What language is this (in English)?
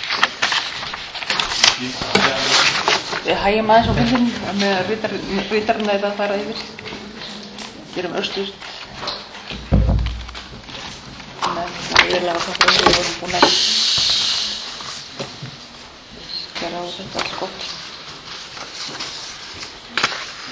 Icelandic